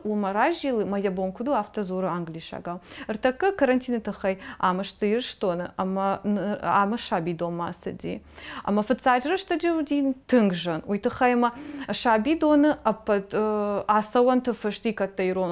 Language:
Ossetic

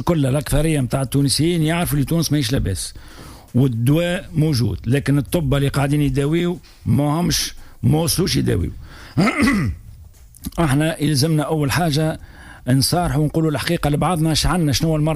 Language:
Tunisian Arabic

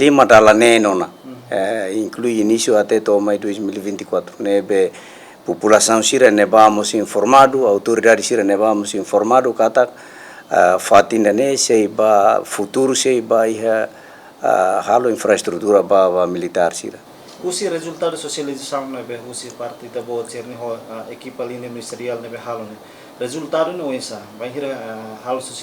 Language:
Tetum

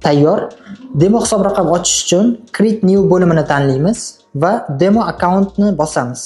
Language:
Uzbek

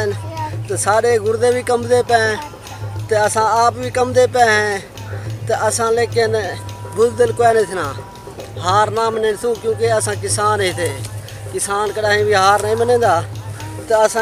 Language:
Saraiki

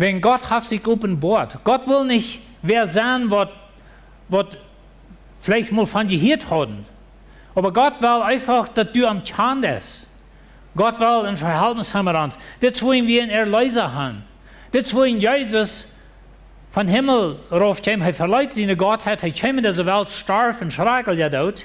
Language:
Plautdietsch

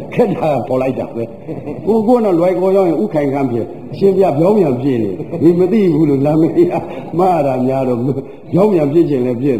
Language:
Burmese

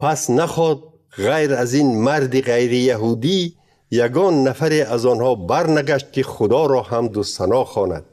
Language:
Tajik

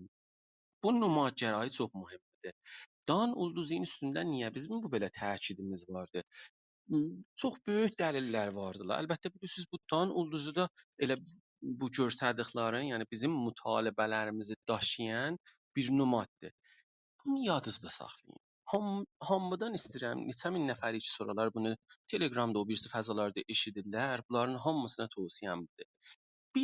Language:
South Azerbaijani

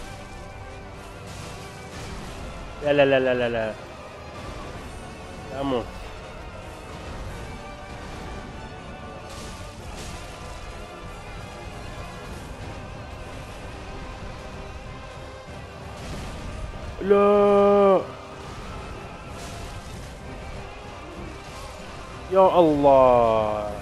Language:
Arabic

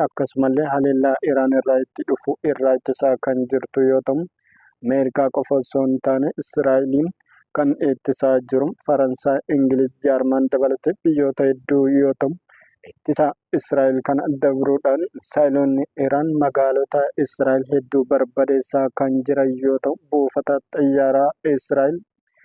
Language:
Oromo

